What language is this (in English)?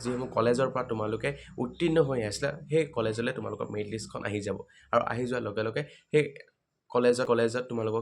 Assamese